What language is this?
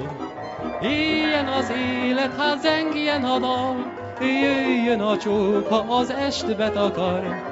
Hungarian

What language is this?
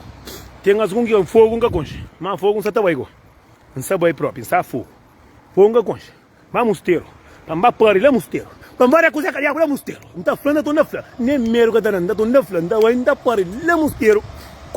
Kabuverdianu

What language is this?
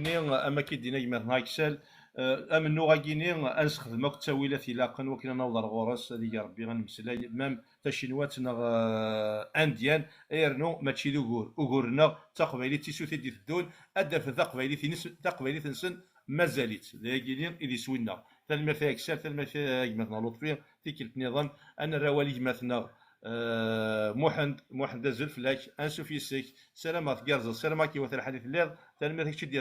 Kabyle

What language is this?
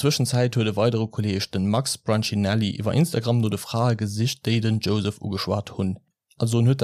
Luxembourgish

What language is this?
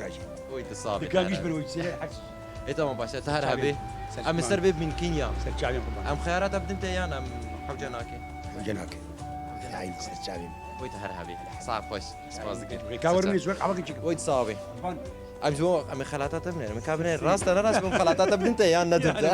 Kurdish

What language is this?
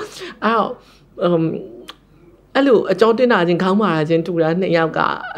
Burmese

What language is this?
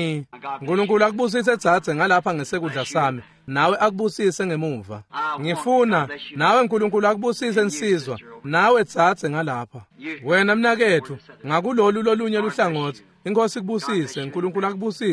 Swati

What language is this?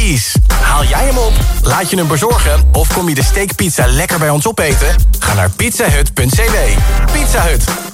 Dutch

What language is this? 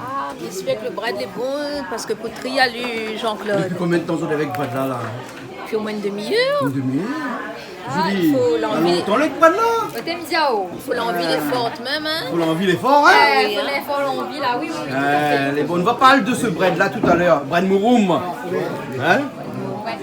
Réunion Creole French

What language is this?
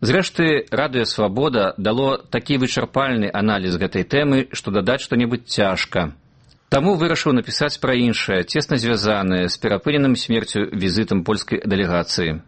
Belarusian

